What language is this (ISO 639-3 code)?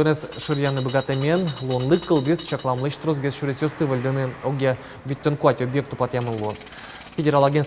udm